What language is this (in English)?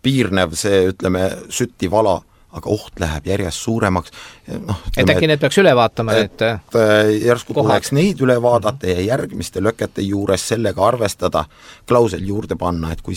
Estonian